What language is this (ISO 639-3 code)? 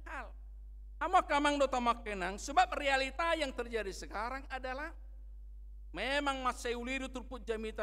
bbc